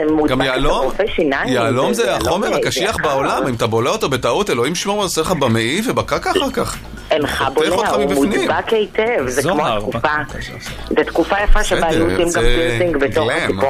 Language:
Hebrew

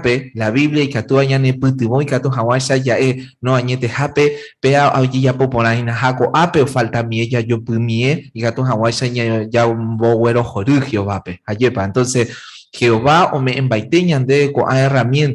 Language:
Guarani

